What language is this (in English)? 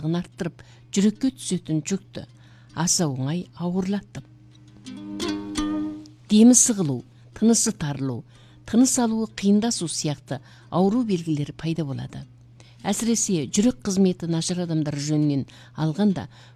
Kazakh